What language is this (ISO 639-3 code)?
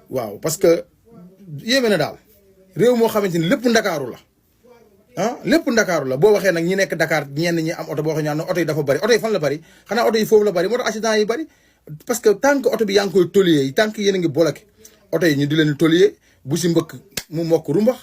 wol